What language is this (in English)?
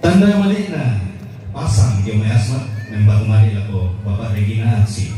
Toraja-Sa'dan